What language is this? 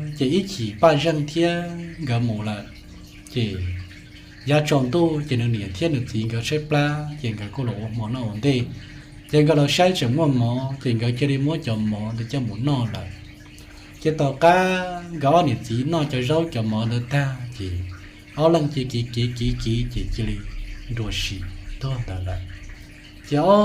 Hmong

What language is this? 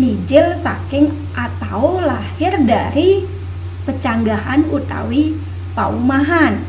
Balinese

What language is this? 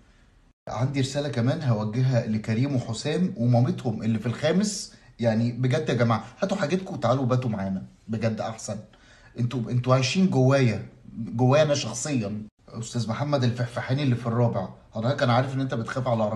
Egyptian Arabic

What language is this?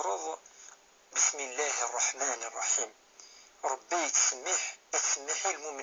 Kabyle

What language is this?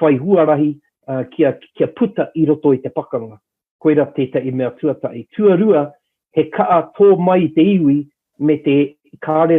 Māori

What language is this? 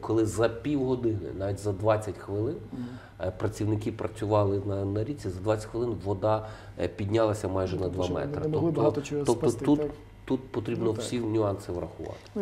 Ukrainian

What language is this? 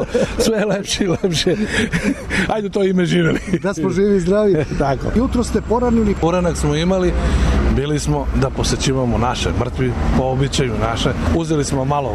Serbian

